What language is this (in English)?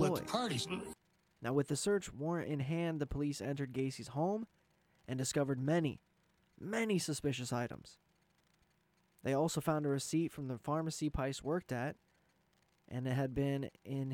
English